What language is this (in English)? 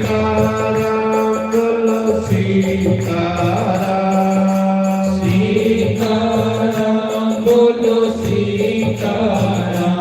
Dogri